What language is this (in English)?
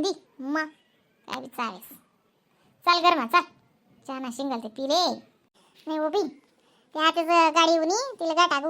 Khandesi